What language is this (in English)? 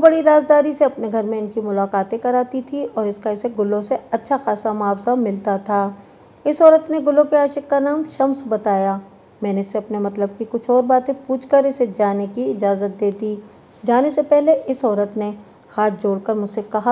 Urdu